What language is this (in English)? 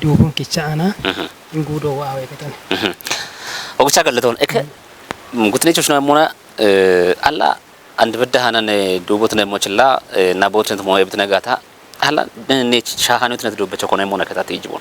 Kafa